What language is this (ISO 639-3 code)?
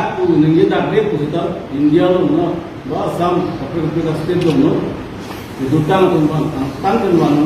mjw